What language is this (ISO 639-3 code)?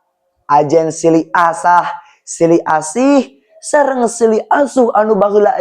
sun